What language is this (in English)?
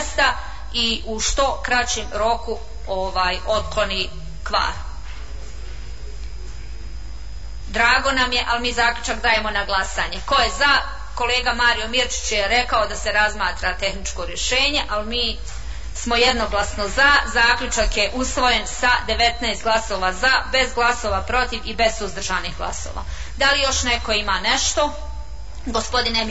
Bosnian